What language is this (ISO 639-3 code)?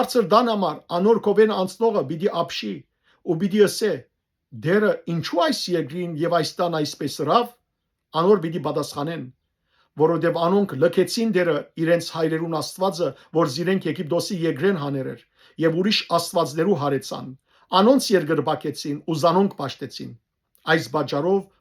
hyw